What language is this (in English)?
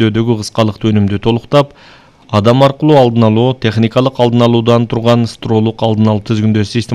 Kyrgyz